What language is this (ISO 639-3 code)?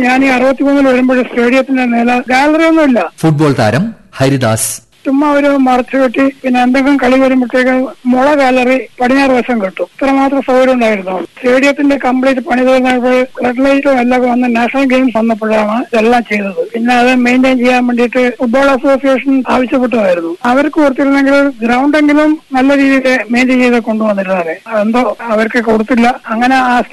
mal